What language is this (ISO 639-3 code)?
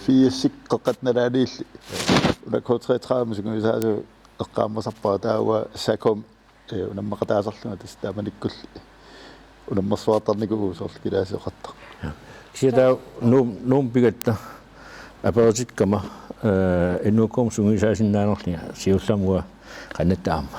kal